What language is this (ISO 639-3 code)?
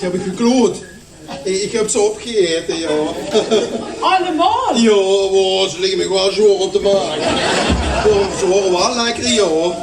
lim